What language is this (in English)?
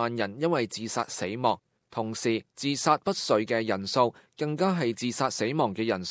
Cantonese